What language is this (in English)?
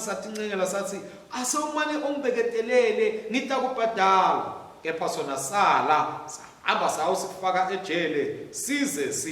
Swati